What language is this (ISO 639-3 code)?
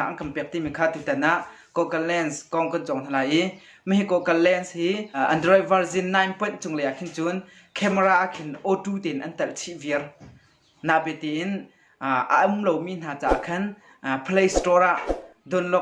cnh